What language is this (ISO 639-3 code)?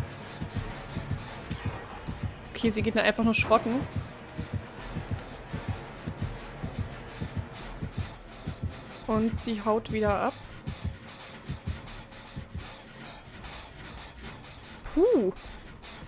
deu